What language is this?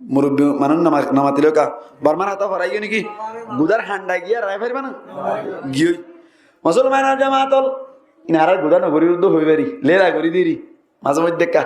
Rohingya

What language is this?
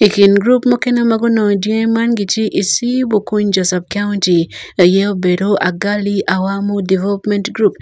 Acoli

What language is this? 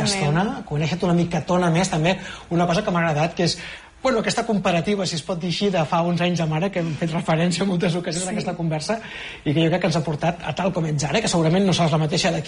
Catalan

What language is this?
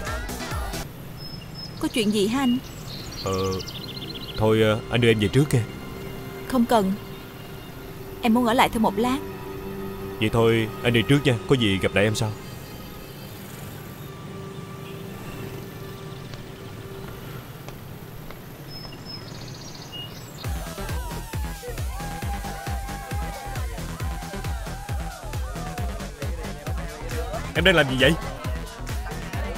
Vietnamese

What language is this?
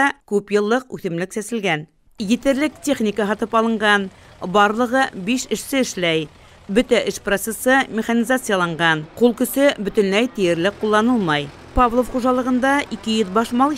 Bashkir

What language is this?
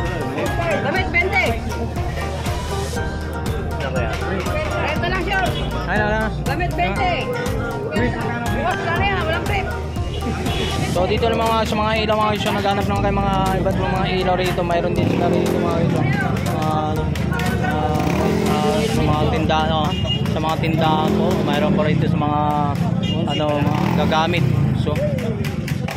Filipino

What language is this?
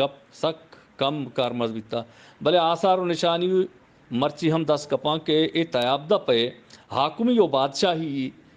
Eastern Balochi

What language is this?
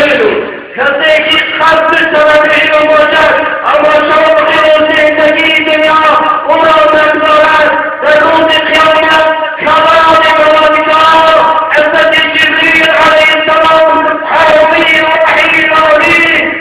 Tajik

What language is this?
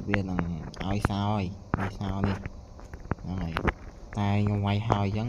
Khmer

